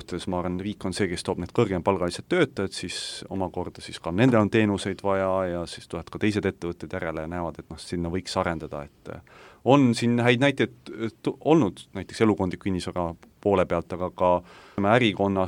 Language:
Estonian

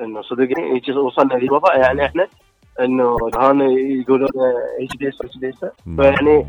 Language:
Mesopotamian Arabic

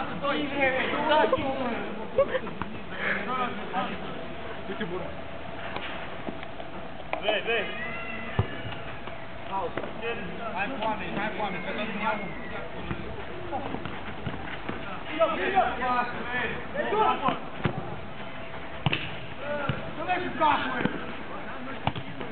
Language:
Romanian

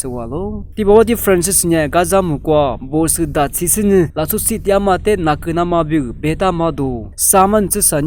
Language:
Lisu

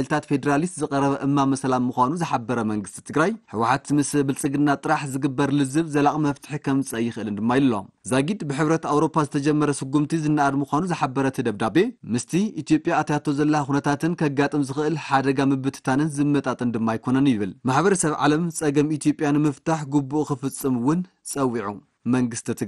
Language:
Tigrinya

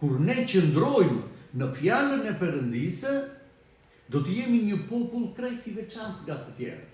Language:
Albanian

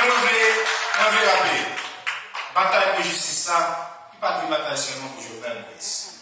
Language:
Haitian Creole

